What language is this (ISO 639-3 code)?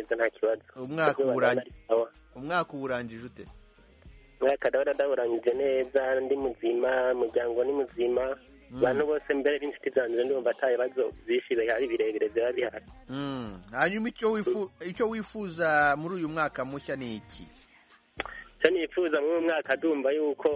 kin